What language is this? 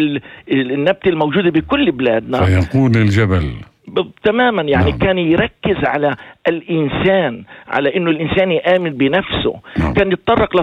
North Levantine Arabic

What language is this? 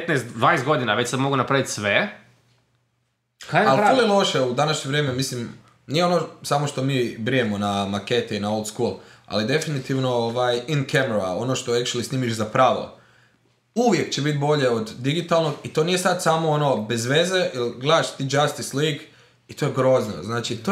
Croatian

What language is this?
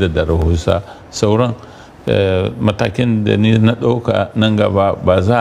Hausa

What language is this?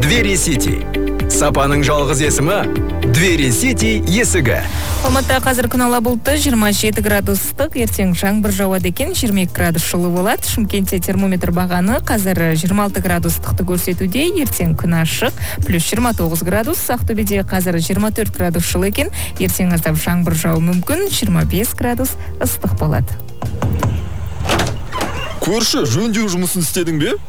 Kazakh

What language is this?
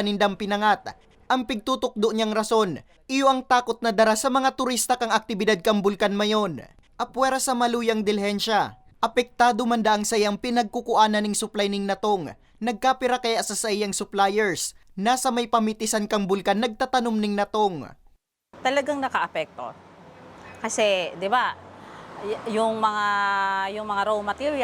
Bikol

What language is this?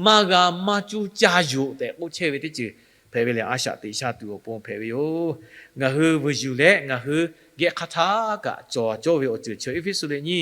Lahu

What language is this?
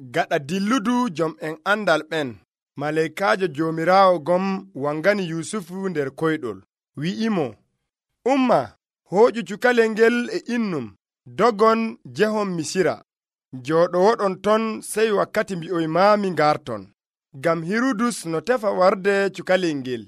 Nigerian Fulfulde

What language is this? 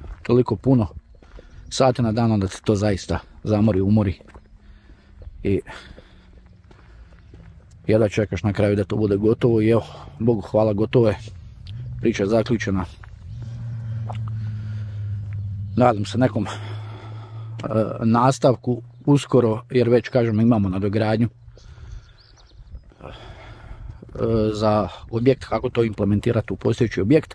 Croatian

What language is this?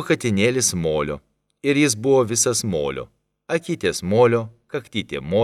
Lithuanian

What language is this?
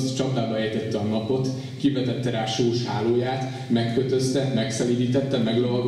Hungarian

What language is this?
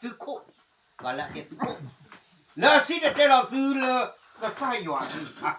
S'gaw Karen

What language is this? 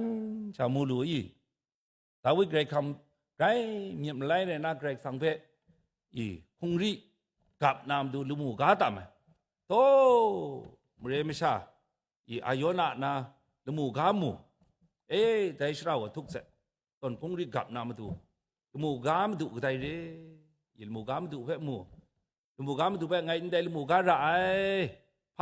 Kachin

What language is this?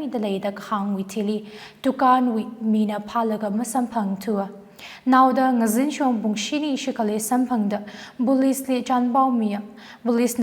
Tangkhul Naga (India)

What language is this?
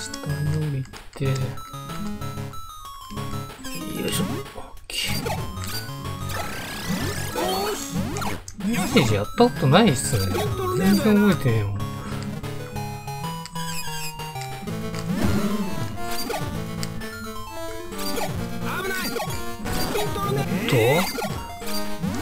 Japanese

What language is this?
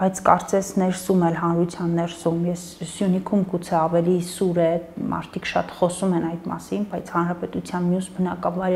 Armenian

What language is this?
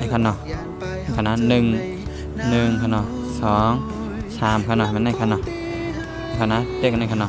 Shan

